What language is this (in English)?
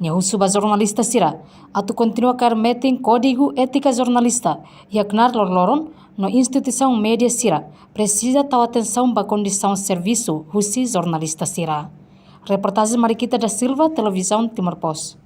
Tetum